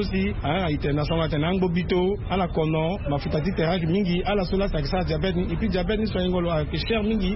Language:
Sango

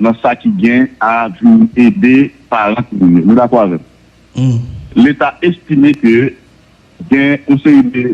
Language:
Haitian Creole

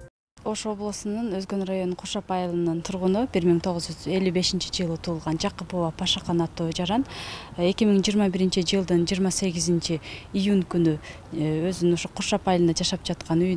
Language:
Kyrgyz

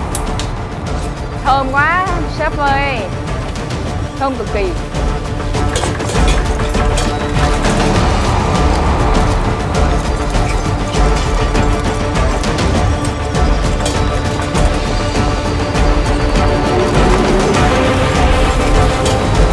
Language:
Vietnamese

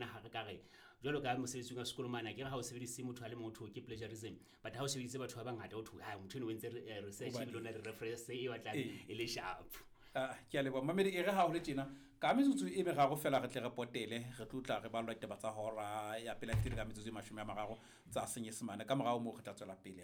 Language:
Southern Sotho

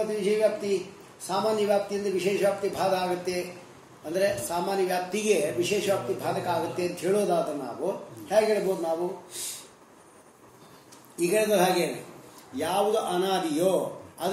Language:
Kannada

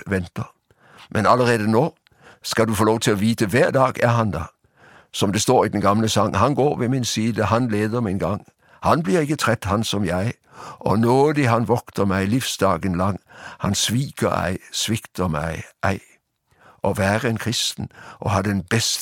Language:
Norwegian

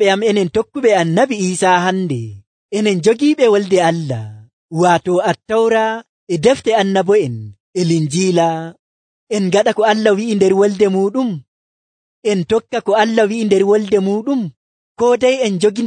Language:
Nigerian Fulfulde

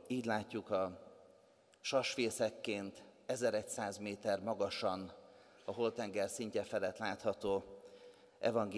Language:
Hungarian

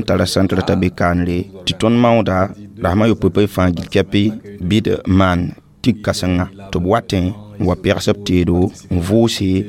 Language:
Mossi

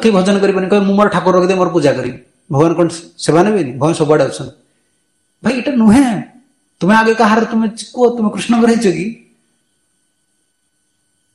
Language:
Odia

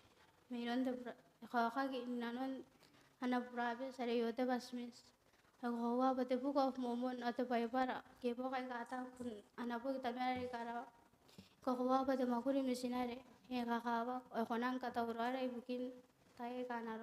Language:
Gilbertese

